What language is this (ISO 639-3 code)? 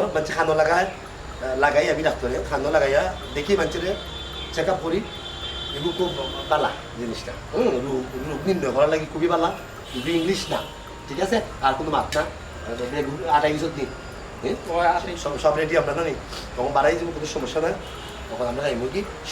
syl